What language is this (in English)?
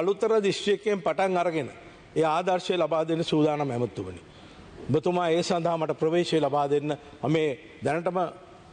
Sinhala